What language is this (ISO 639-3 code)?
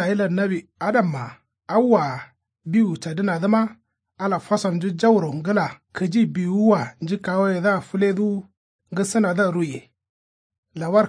kau